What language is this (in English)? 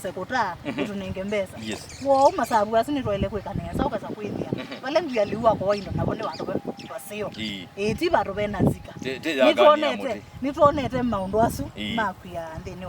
Kamba